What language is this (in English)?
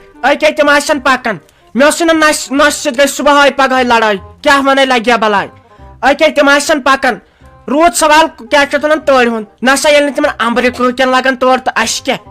Kashmiri